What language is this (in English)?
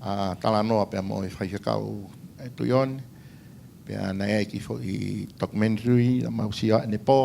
Tongan